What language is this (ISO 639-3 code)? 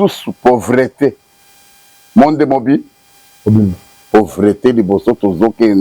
lin